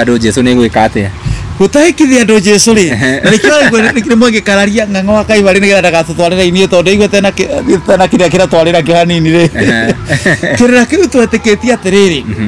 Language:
Kikuyu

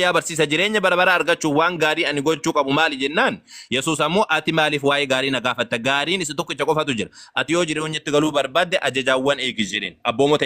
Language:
Oromo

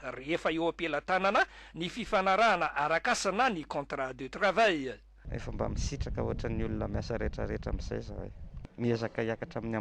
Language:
Malagasy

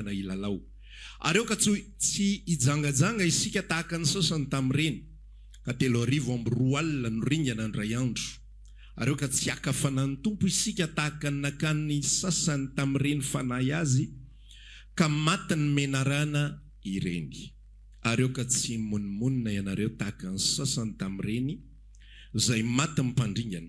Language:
Malagasy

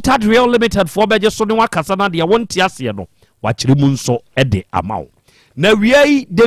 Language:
Akan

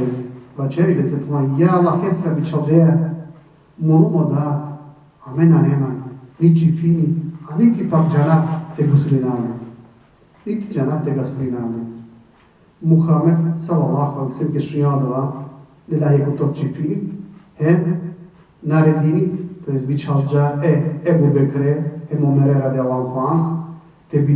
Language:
Balkan Romani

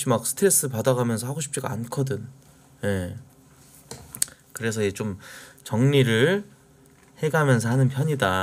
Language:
Korean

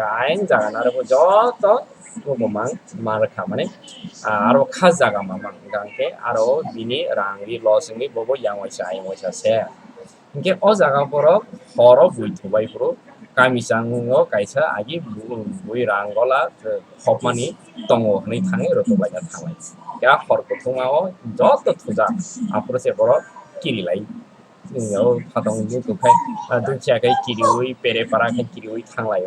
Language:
Kok Borok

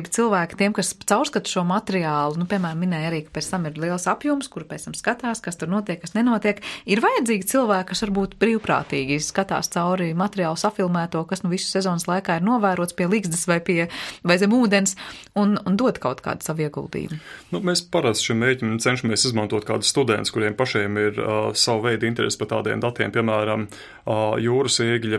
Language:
Latvian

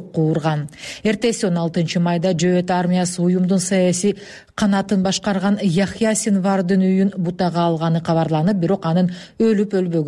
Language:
Kyrgyz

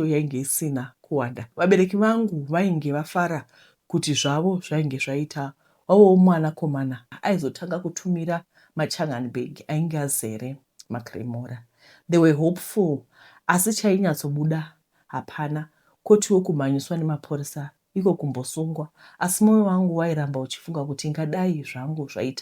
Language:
Shona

